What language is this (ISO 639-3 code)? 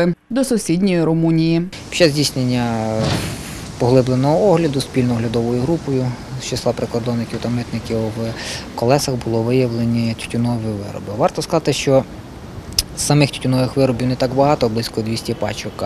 ukr